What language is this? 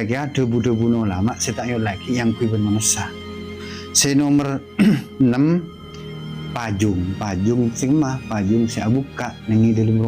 Madurese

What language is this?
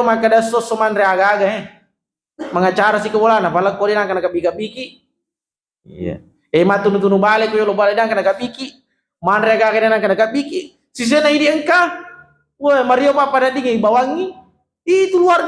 Buginese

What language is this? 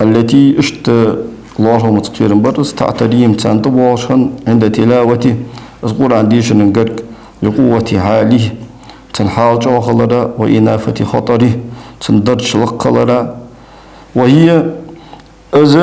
Ingush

